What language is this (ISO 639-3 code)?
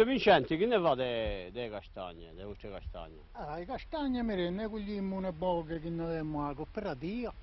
cos